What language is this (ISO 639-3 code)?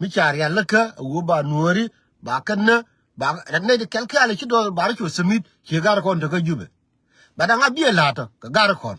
nus